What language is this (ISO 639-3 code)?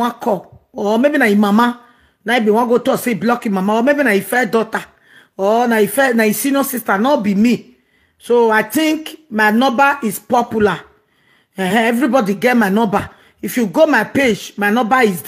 pcm